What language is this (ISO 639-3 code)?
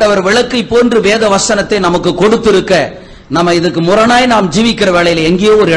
tam